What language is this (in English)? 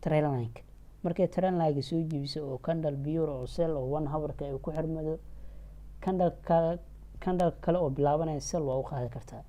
Somali